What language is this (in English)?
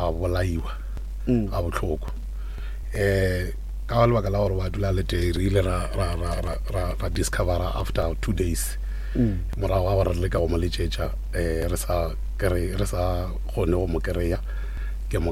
Northern Sotho